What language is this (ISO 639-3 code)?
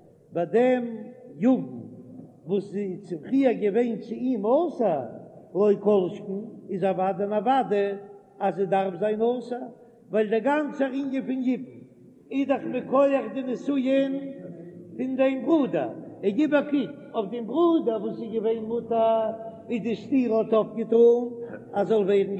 yid